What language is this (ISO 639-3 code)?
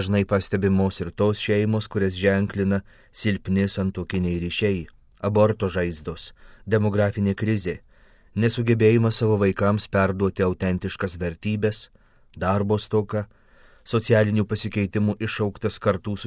lit